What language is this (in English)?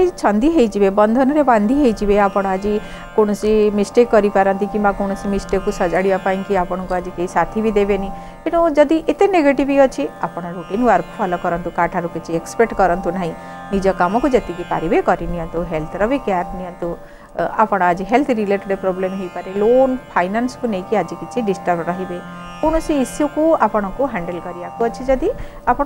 Odia